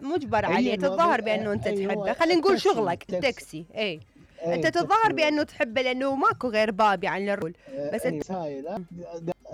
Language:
Mesopotamian Arabic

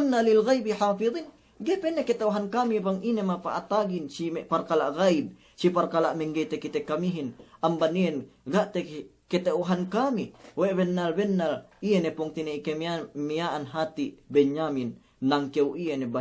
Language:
Yakan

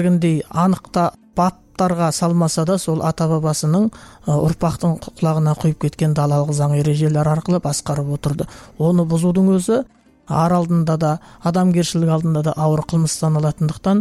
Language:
Kazakh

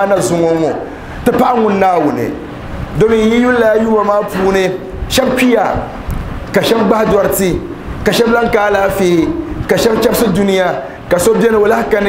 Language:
Dagbani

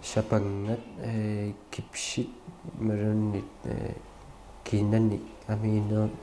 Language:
Kalaallisut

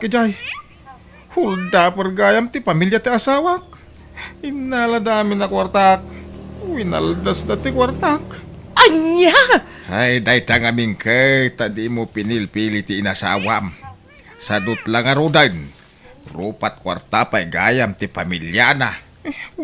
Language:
Iloko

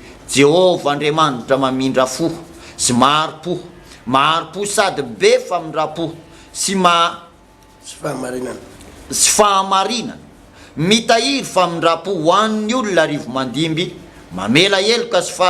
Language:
Malagasy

